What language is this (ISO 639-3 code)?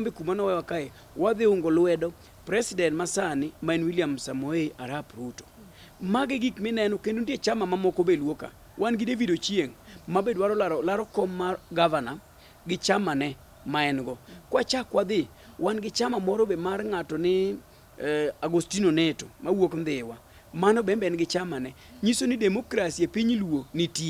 luo